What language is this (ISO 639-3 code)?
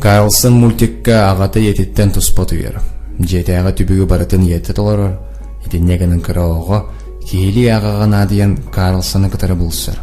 sah